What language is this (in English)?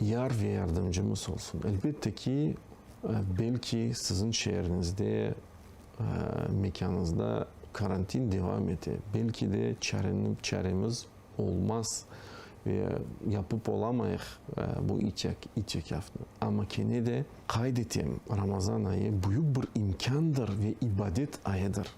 Crimean Tatar